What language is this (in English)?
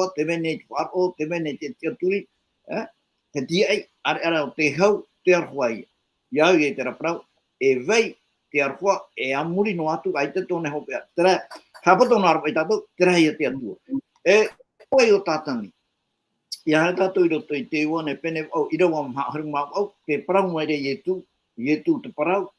Tahitian